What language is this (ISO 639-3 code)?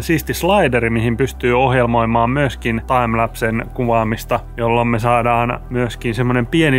fin